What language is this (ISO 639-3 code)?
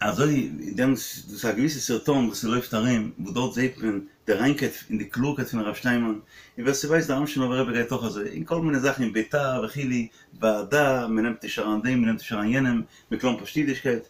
yid